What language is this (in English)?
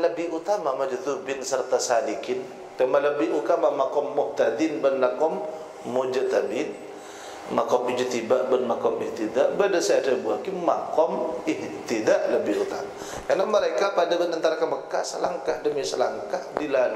Madurese